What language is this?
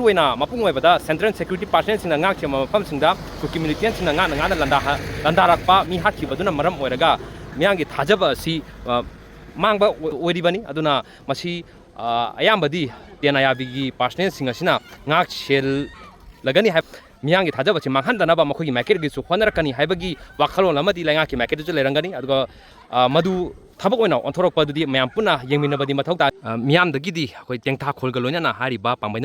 Manipuri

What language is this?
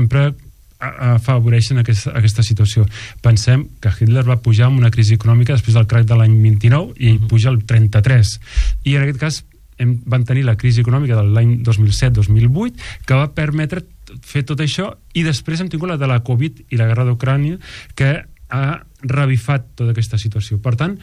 Catalan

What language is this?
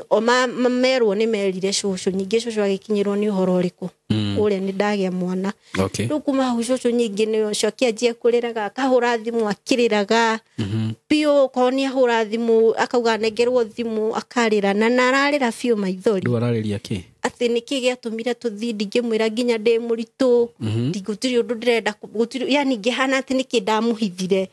Kikuyu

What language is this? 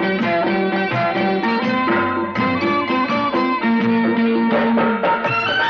Marathi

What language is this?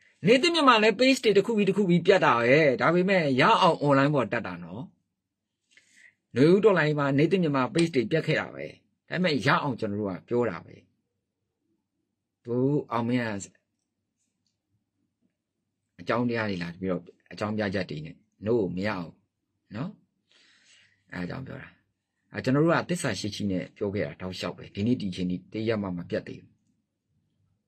Burmese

